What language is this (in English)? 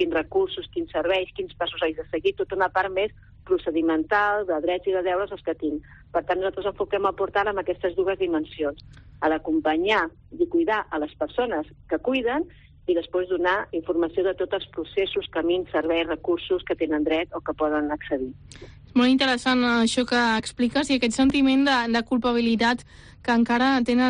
Catalan